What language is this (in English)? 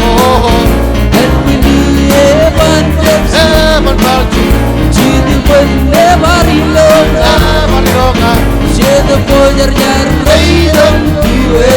Marshallese